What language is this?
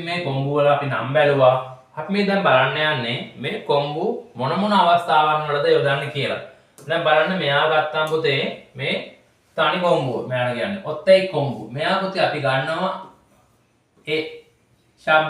Sinhala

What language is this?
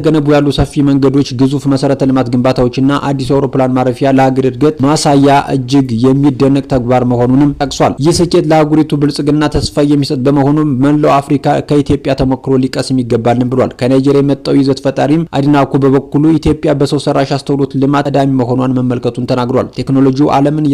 Amharic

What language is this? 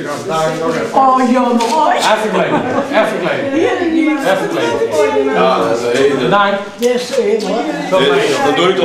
Limburgish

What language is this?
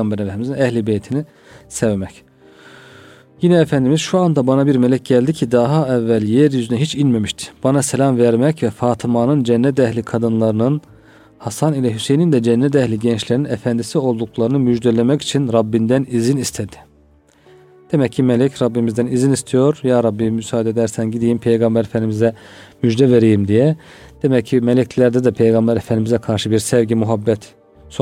Turkish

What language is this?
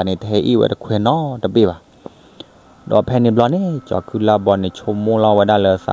S'gaw Karen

